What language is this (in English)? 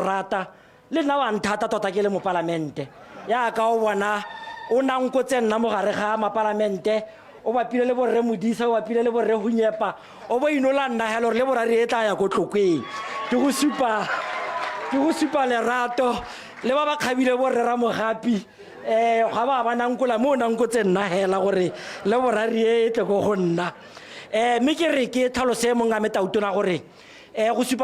Tswana